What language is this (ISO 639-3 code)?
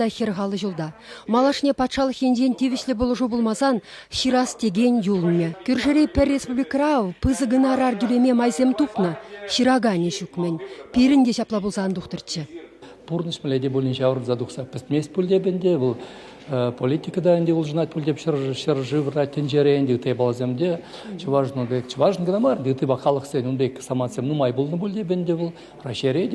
chv